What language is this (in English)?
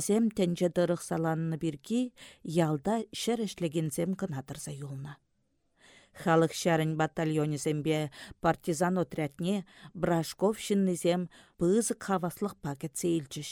Chuvash